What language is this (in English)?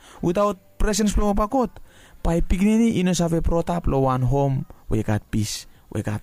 Bislama